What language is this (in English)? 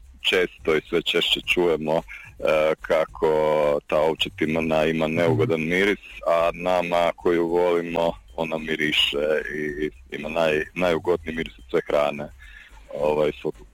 Croatian